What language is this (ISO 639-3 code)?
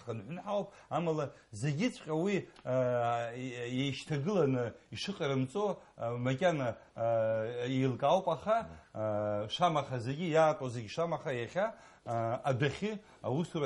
abk